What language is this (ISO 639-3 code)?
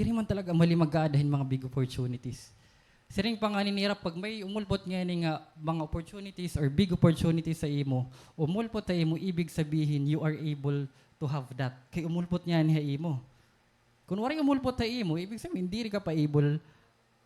war